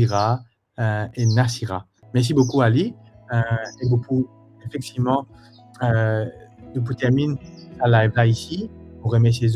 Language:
Morisyen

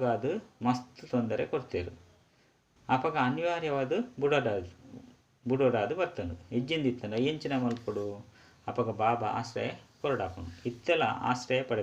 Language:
Tulu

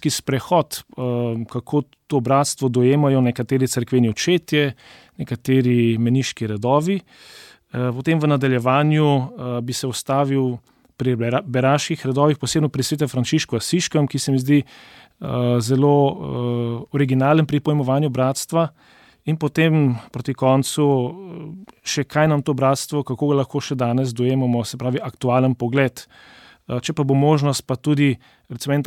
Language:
Slovenian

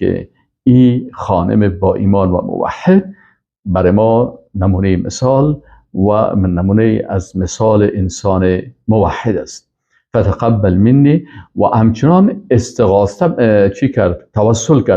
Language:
Persian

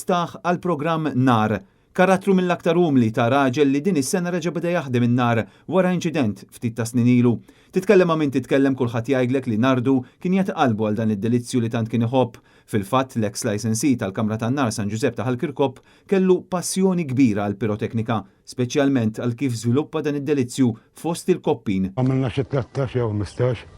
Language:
Maltese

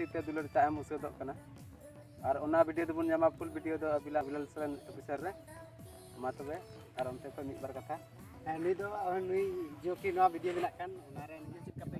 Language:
Santali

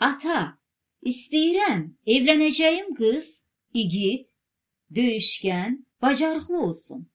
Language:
Azerbaijani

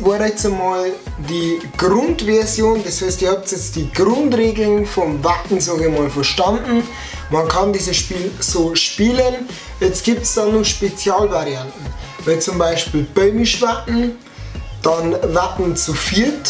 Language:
Bavarian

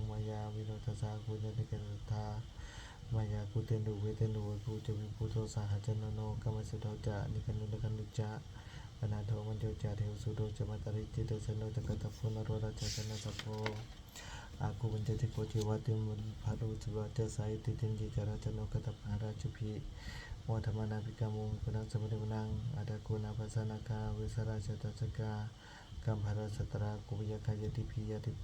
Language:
Pali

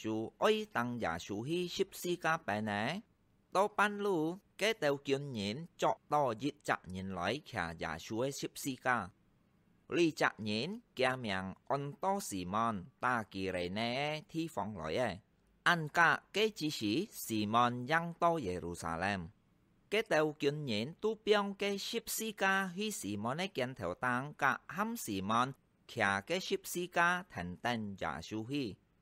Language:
Hakka Chinese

